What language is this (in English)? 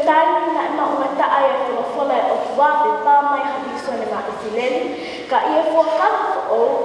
Tongan